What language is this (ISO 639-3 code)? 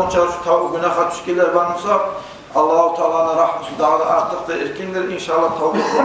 kum